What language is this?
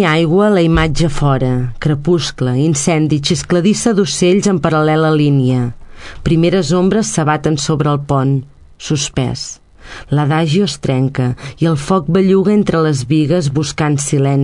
Catalan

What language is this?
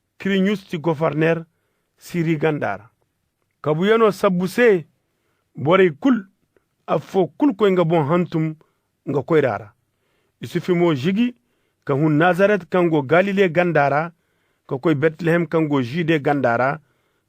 Zarma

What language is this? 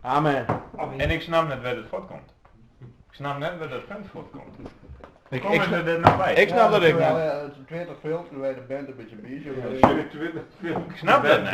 Western Frisian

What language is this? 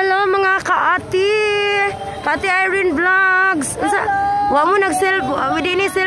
Cebuano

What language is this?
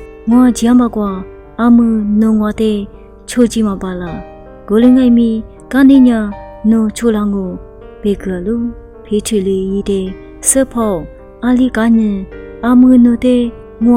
Lisu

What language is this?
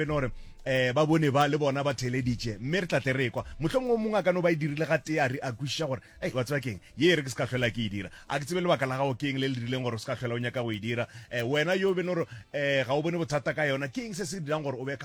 Northern Sotho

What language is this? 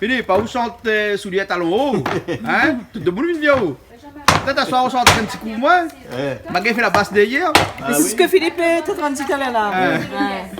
Réunion Creole French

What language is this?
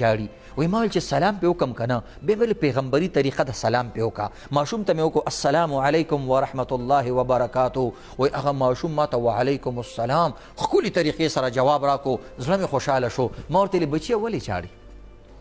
Pashto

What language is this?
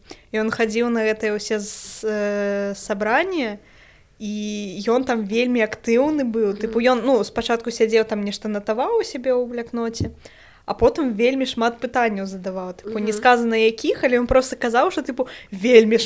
Belarusian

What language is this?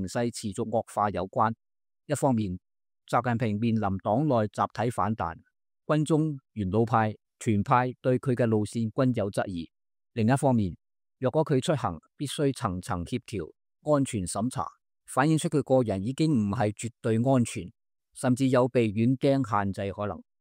Cantonese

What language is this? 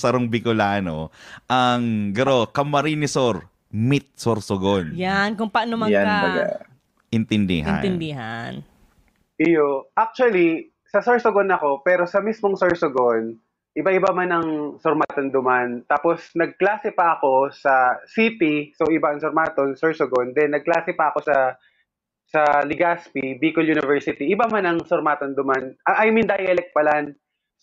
Bikol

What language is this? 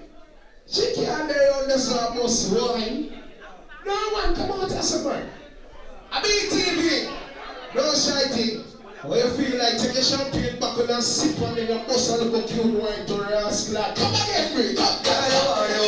Jamaican Creole English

